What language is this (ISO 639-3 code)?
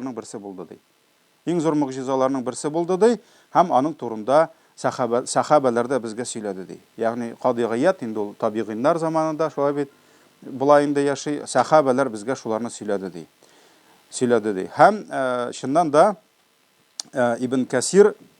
tat